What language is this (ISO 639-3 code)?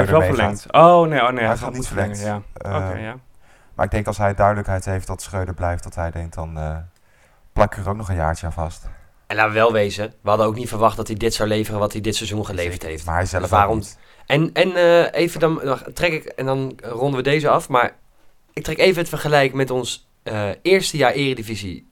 nld